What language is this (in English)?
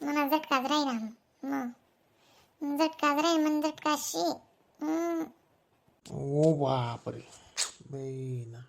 Khandesi